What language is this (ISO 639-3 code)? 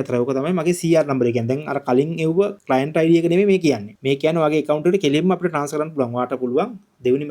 sin